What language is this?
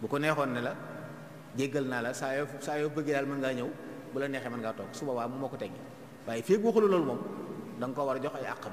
Wolof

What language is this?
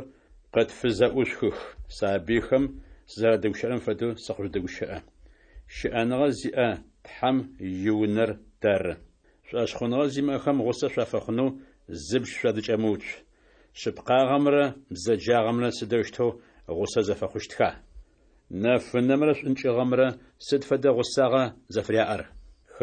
Adyghe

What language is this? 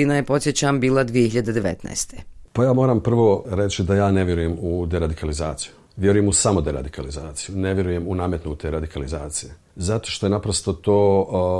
Bosnian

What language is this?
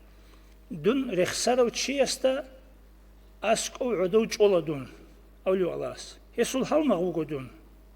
Avaric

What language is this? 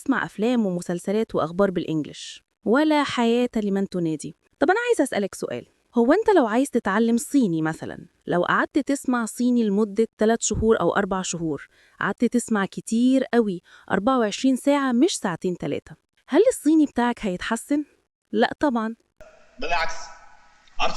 Egyptian Arabic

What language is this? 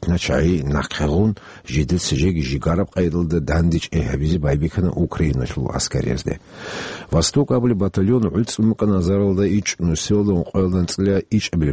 Avaric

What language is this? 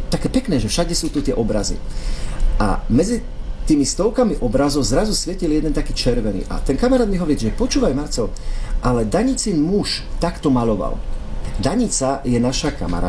Slovak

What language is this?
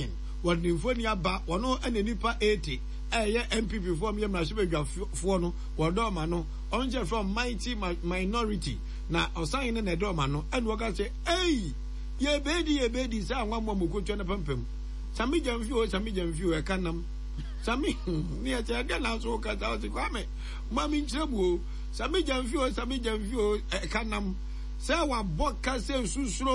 Akan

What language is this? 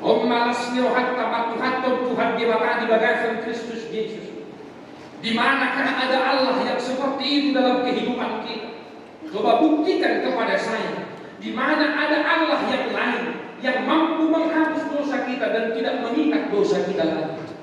Batak Toba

